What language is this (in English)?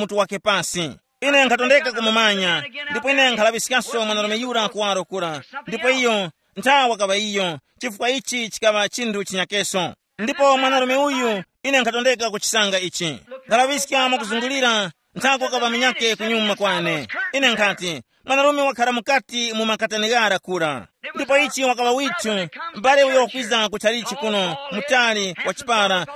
Tumbuka